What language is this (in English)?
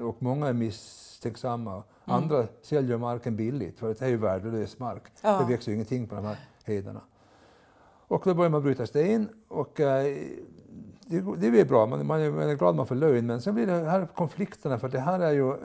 Swedish